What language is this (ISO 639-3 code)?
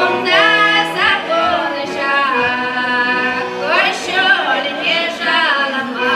chv